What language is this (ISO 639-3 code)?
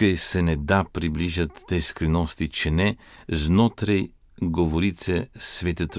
slv